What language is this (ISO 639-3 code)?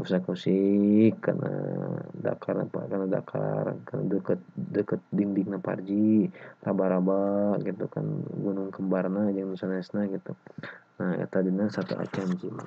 sun